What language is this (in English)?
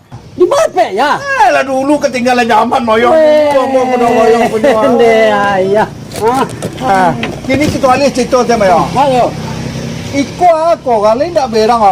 Minangkabau